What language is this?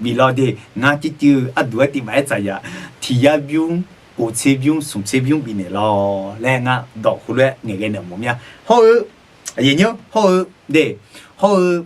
Akha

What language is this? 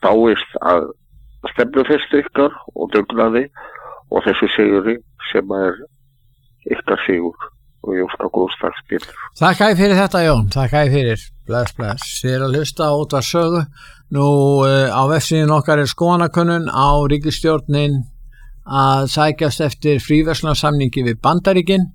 Icelandic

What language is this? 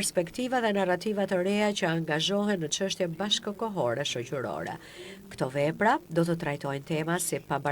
Albanian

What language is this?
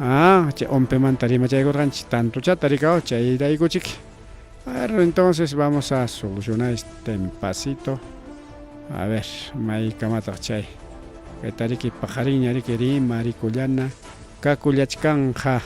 Ayacucho Quechua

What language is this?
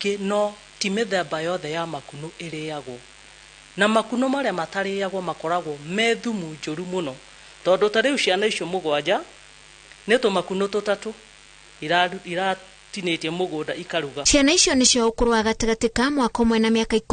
Kikuyu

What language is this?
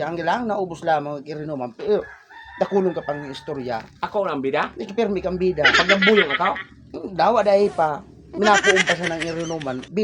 Bikol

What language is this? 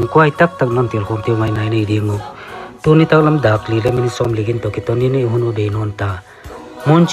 Paite Chin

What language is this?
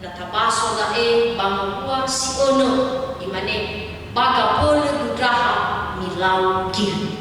Nias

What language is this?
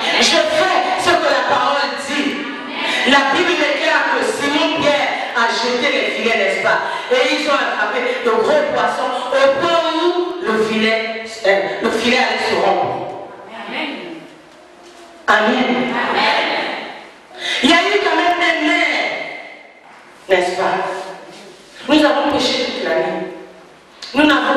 French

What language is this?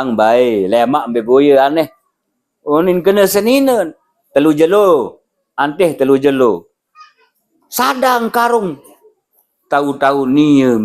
Sasak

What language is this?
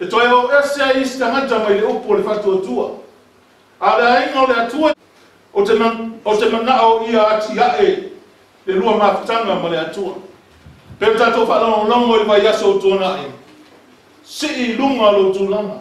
Samoan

